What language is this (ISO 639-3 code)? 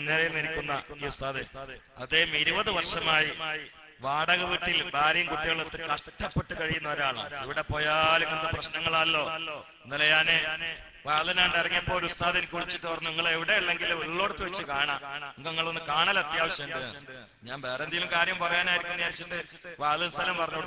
mal